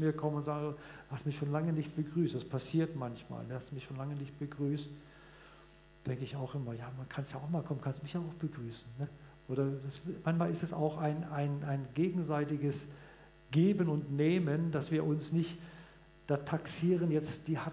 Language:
German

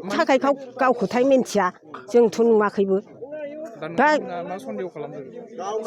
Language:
Bodo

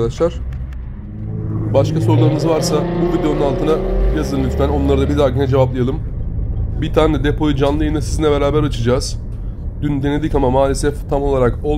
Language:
Turkish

